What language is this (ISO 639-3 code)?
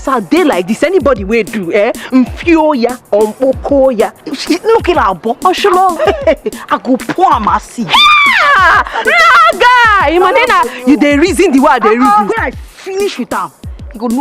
pcm